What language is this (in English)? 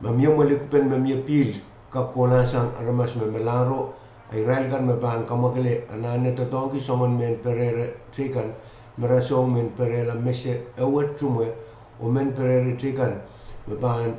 Pohnpeian